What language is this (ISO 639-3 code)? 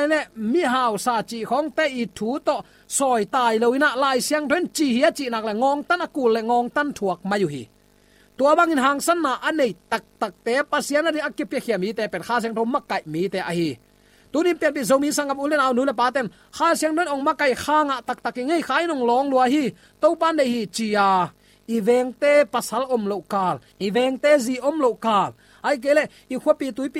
ctd